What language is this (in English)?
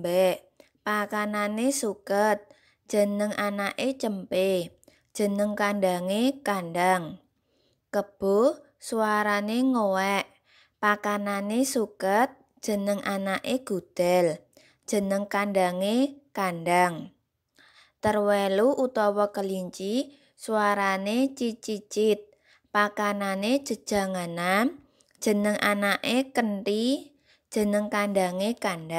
Javanese